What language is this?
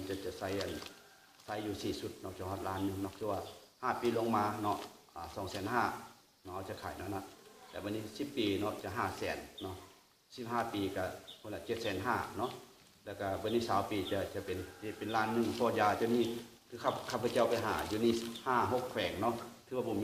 Lao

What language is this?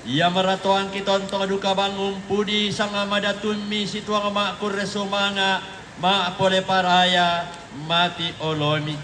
Toraja-Sa'dan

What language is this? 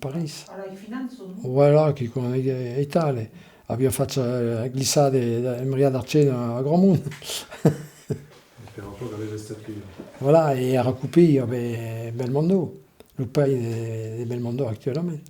Occitan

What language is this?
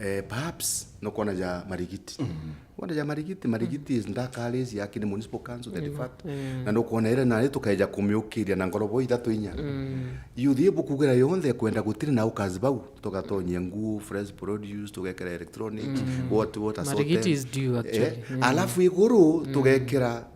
Meru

